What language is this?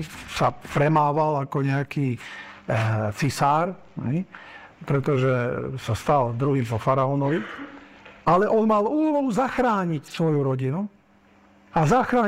Slovak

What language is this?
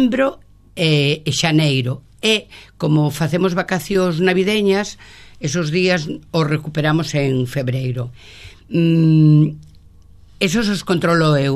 Galician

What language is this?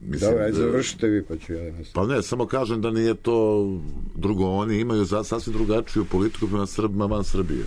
Serbian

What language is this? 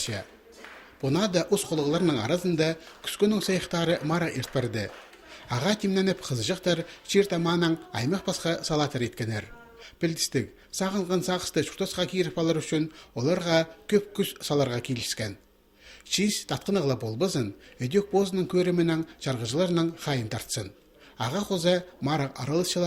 Khakas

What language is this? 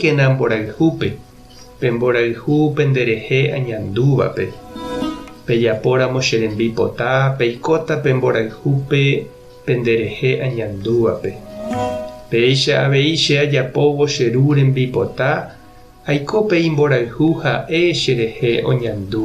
Guarani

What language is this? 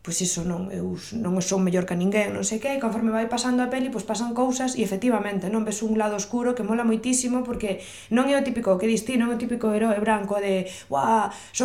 Galician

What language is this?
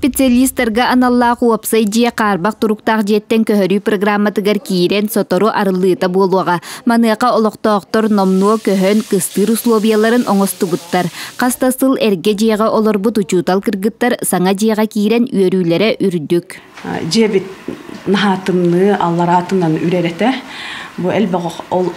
Yakut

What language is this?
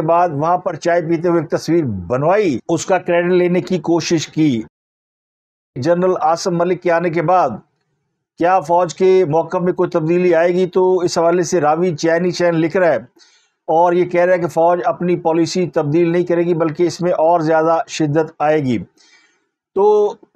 Urdu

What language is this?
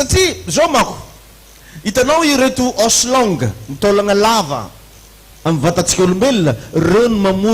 Malagasy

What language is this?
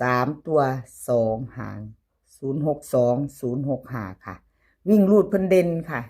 Northeastern Thai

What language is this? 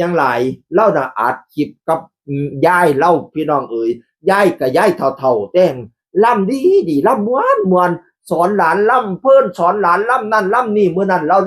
Northeastern Thai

